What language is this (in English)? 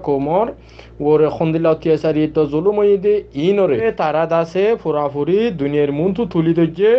Rohingya